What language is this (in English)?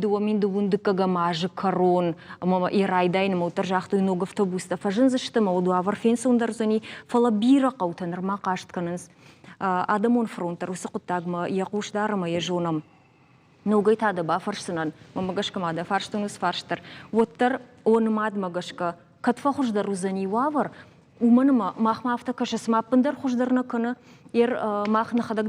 Ossetic